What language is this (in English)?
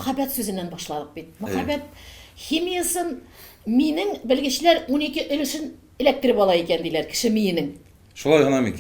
Tatar